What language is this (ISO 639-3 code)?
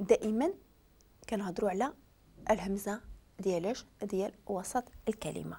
ary